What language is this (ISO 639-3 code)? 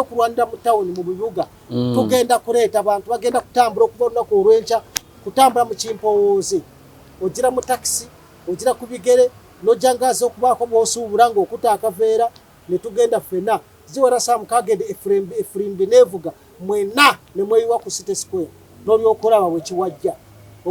lug